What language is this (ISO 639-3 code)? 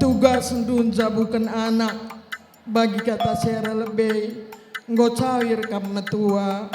btx